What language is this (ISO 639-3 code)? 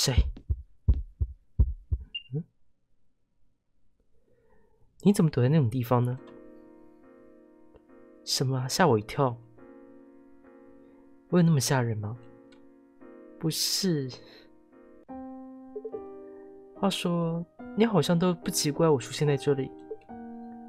zho